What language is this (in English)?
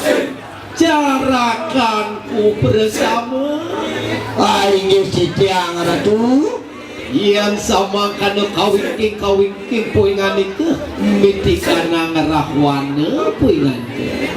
Balinese